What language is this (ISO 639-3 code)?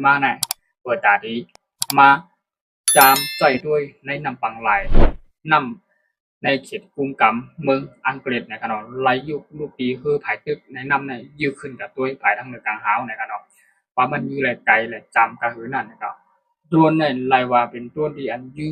shn